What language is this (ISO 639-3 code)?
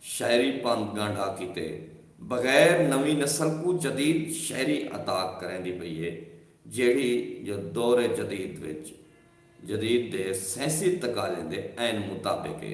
skr